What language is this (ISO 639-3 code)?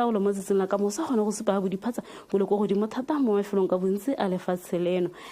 tsn